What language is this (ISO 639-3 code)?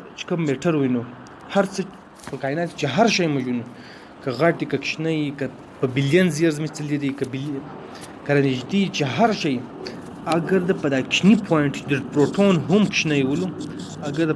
pus